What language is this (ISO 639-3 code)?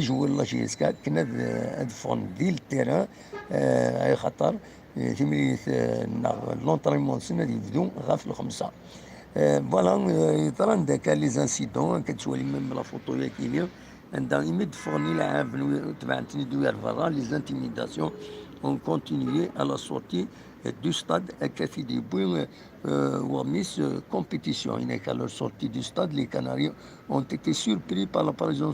kab